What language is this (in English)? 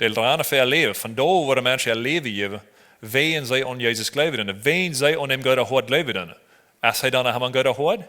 Plautdietsch